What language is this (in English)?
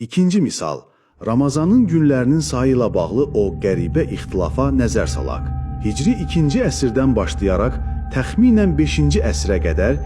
Azerbaijani